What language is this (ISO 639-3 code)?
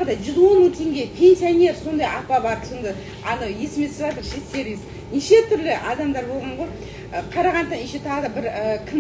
kaz